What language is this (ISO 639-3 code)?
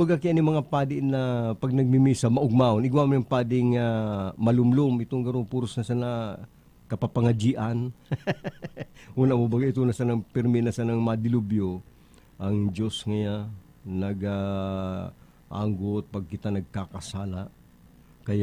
bik